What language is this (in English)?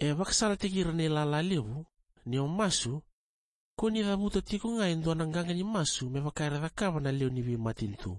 Fijian